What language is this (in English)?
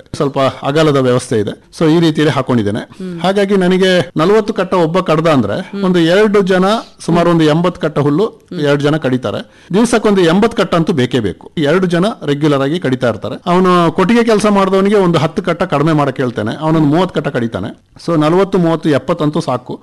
Kannada